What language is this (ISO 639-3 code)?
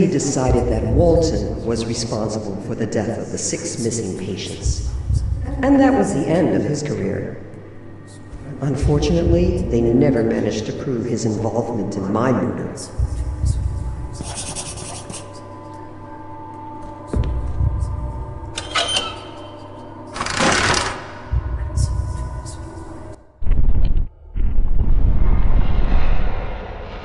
eng